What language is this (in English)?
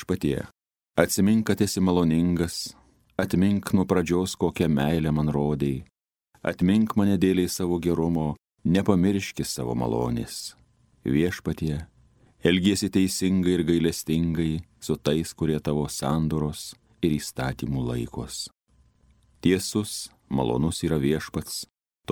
Lithuanian